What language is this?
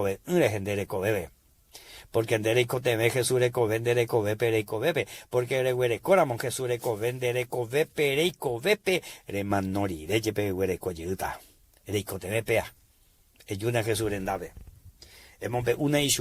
Guarani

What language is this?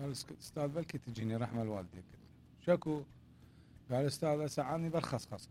Mesopotamian Arabic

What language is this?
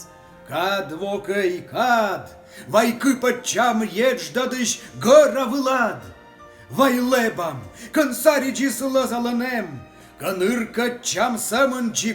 Komi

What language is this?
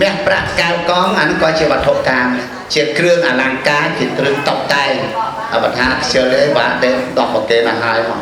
Khmer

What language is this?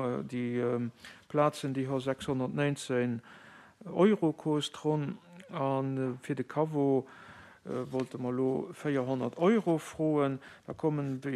Luxembourgish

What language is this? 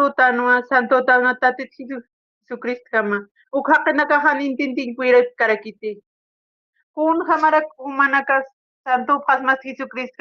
Aymara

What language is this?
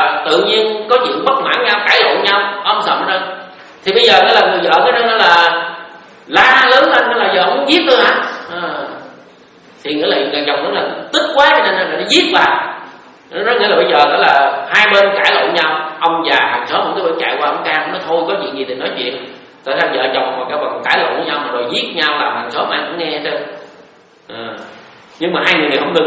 Vietnamese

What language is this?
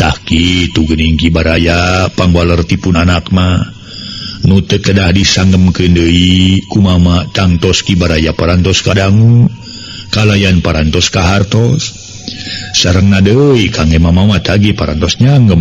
Sundanese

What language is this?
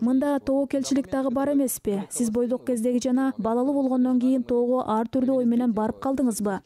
Kyrgyz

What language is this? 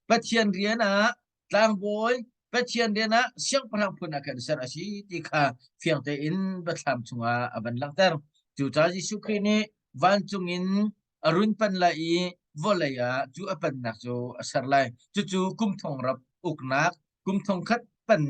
Hakha Chin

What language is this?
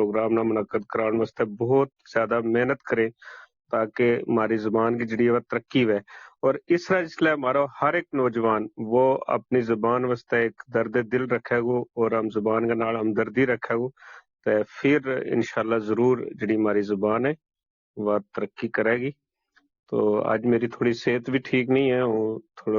Gujari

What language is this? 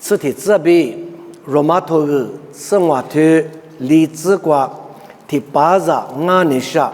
Lisu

